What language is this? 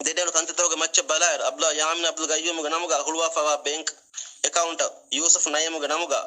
Divehi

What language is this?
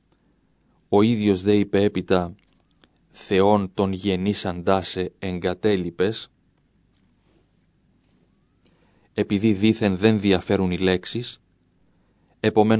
Greek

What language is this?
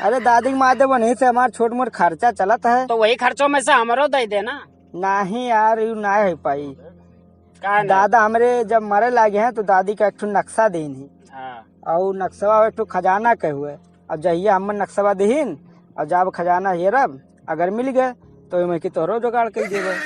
Awadhi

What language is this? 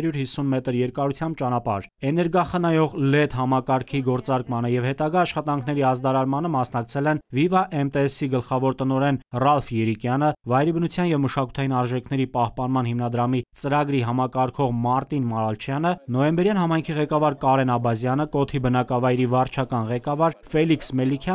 Armenian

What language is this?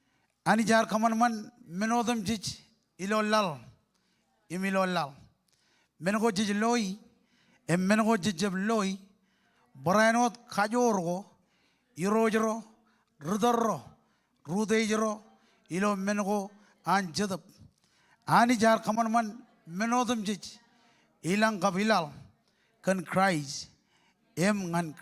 Marshallese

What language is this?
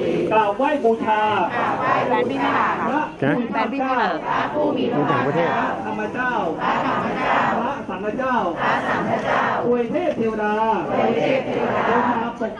Thai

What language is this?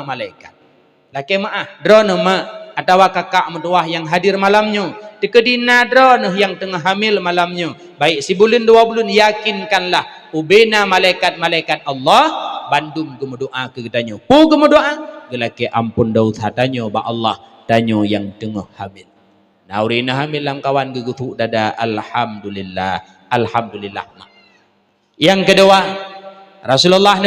Achinese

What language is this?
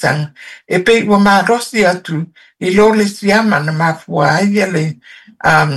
Samoan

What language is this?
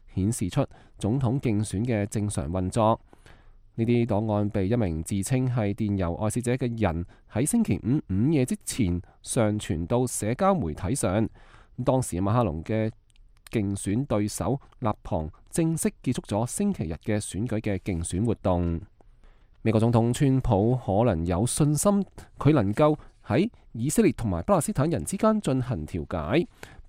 Cantonese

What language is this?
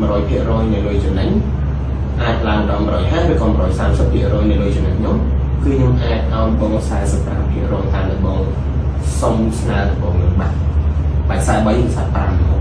Khmer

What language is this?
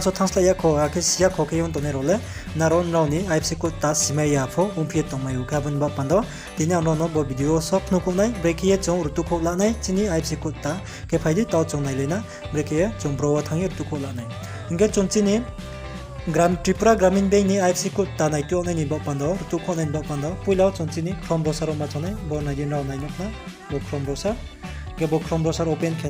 Riang (India)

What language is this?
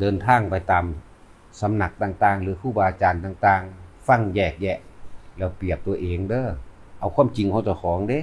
Northeastern Thai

